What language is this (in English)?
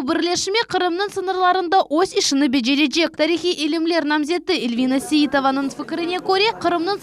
Crimean Tatar